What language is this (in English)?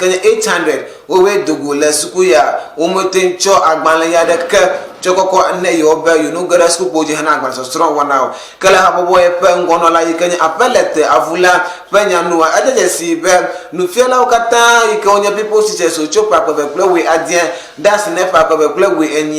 Ewe